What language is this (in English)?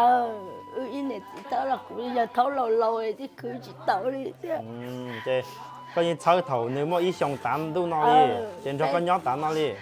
Hmong